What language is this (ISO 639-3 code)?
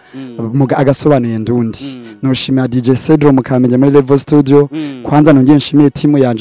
run